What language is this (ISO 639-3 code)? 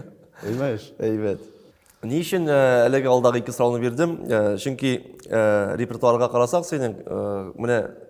tat